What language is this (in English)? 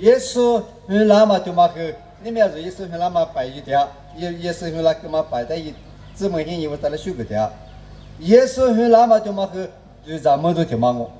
Lisu